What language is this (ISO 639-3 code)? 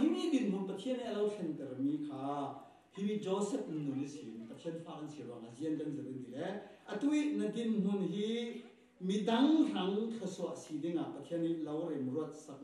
cfm